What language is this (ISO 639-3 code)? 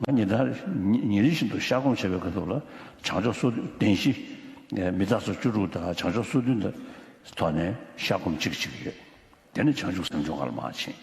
bod